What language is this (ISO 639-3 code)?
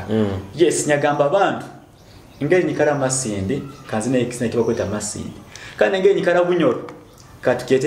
nyo